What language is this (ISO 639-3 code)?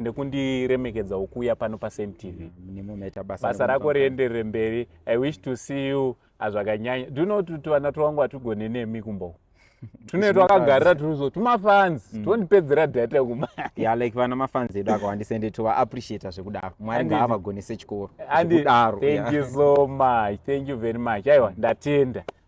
sna